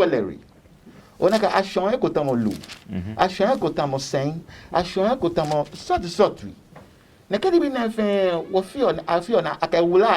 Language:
Adangme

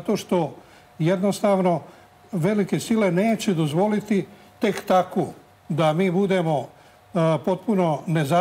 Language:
Serbian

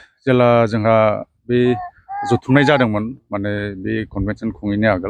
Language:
Bodo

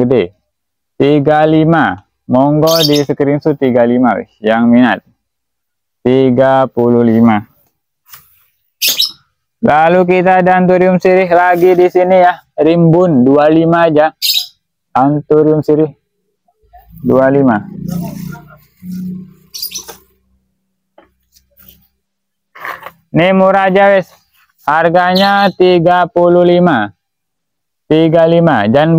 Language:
Indonesian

